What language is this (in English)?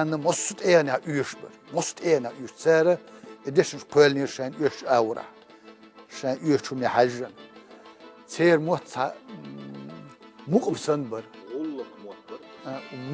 Chechen